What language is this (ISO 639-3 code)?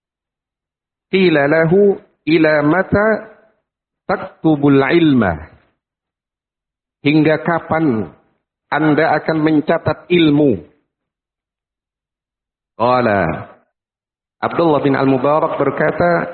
ind